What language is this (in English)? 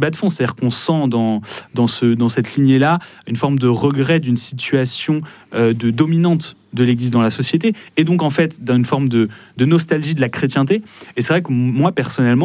French